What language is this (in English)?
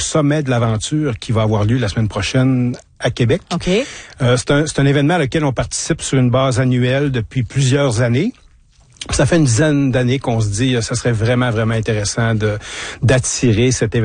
French